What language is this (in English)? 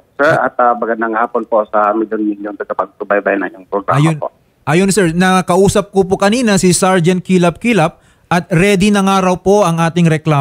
Filipino